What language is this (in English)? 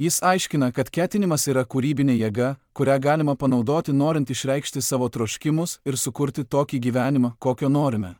Lithuanian